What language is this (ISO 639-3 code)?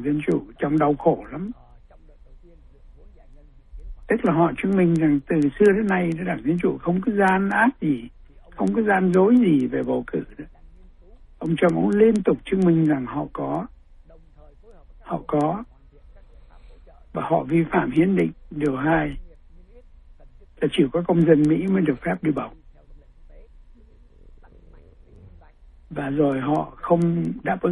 vie